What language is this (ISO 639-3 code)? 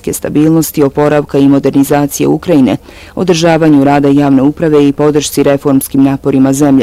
bos